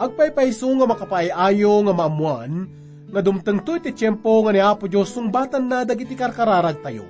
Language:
Iloko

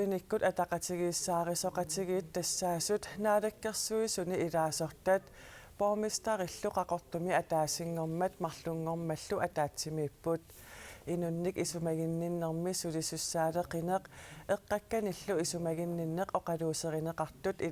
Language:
Kalaallisut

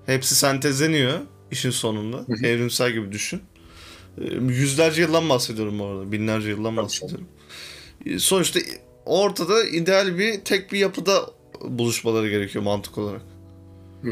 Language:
Turkish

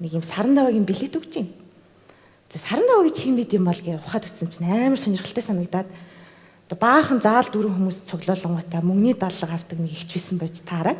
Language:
Mongolian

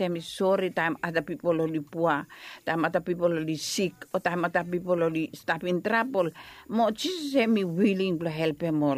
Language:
Bislama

